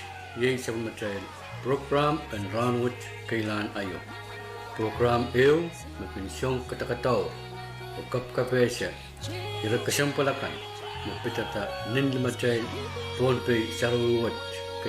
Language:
Pohnpeian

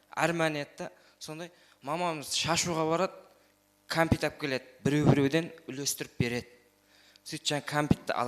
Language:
Kara-Kalpak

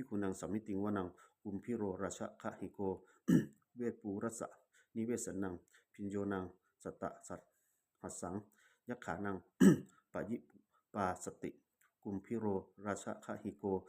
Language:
Pali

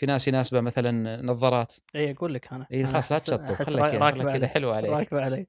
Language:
Gulf Arabic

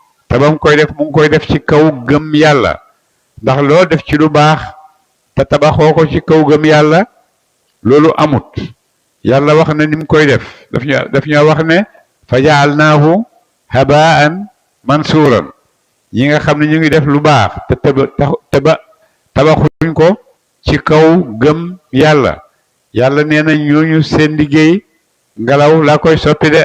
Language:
Wolof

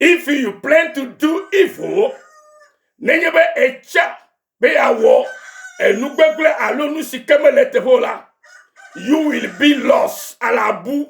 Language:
Ewe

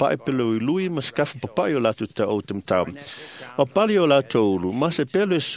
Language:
Samoan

